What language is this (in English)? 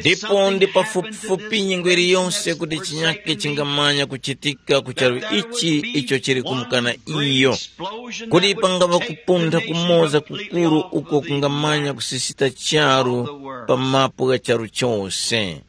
Tumbuka